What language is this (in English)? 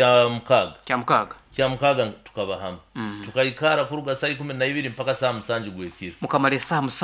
Nyoro